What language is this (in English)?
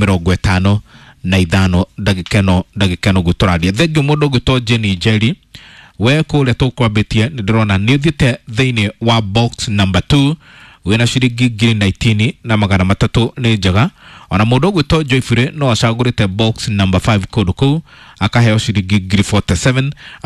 Kikuyu